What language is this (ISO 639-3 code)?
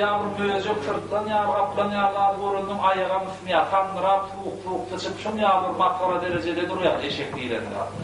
tuk